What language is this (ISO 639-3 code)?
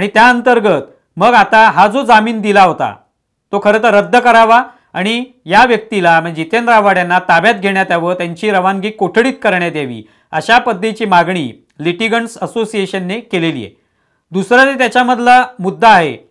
mar